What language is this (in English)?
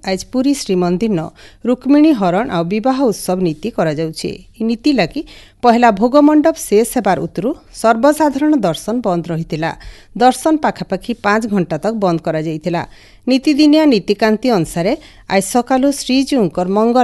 Odia